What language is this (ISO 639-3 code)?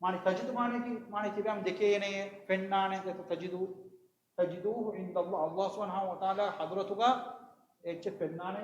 div